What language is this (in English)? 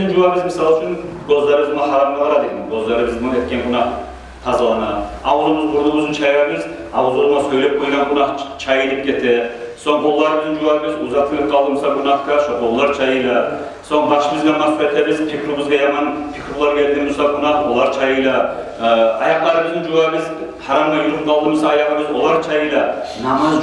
Kumyk